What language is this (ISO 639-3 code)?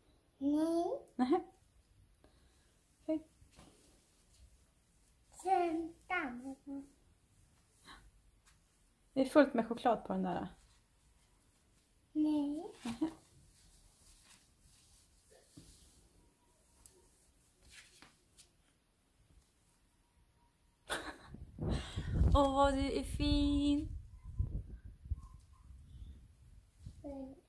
swe